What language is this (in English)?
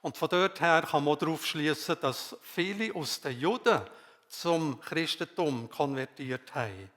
Swiss German